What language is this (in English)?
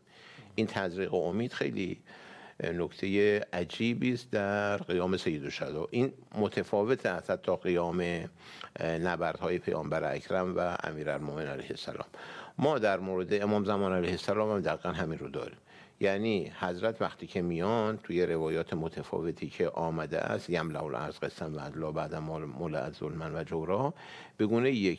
Persian